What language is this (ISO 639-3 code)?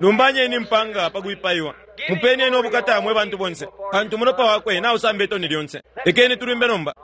bem